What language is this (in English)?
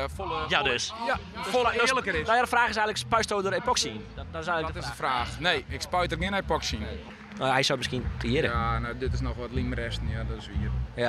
Western Frisian